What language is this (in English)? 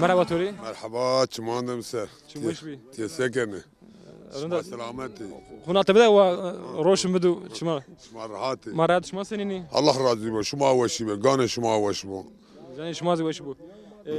Zaza